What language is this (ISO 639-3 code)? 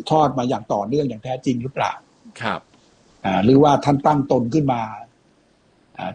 tha